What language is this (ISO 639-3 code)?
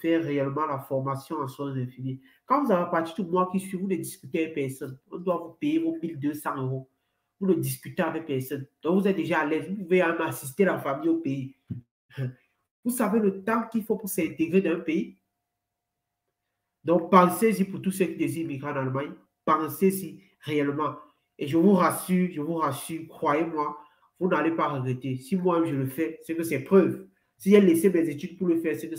fra